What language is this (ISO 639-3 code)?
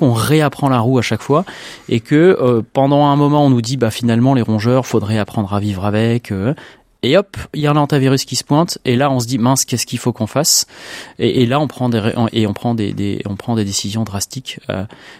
fra